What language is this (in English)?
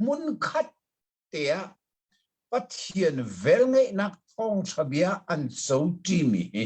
Hakha Chin